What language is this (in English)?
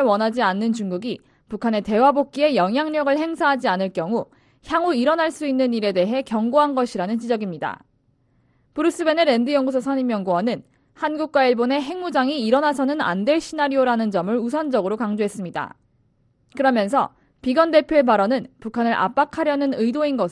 Korean